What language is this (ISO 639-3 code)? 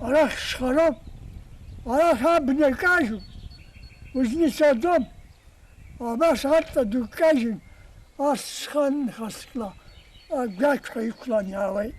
abk